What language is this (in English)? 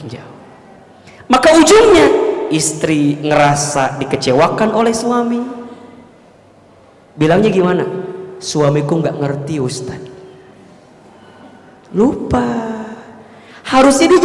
Indonesian